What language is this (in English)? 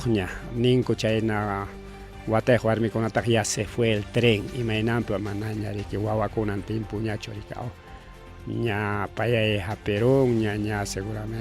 Ayacucho Quechua